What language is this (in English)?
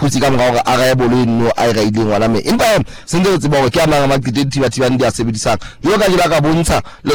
Southern Sotho